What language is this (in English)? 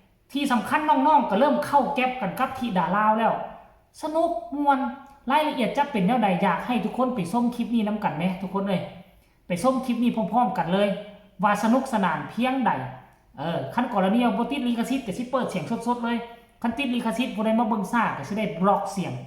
Northeastern Thai